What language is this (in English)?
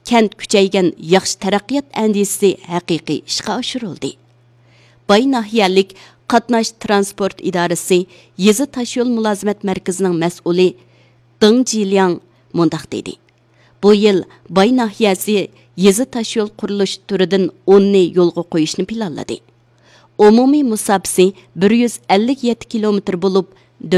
Uyghur